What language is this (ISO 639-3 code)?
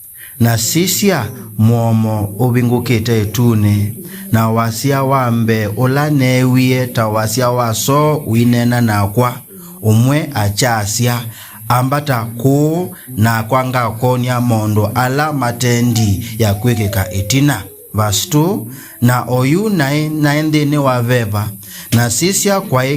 kam